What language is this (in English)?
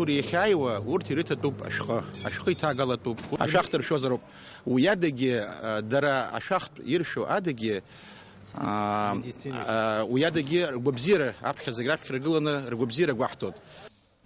Abkhazian